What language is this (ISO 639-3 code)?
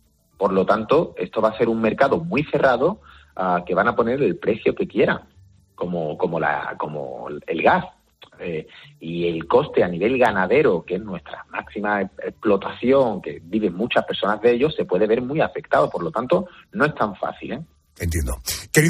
spa